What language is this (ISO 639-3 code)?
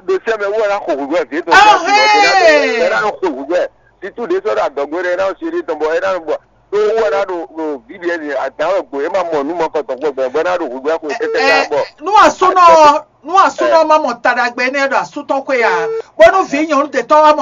fon